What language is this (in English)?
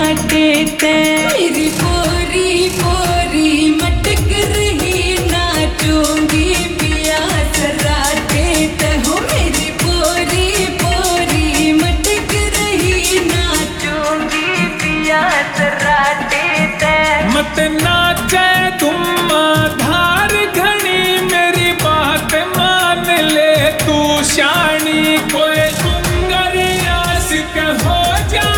Haryanvi